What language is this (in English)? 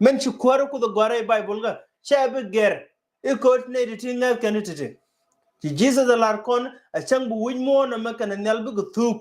Nuer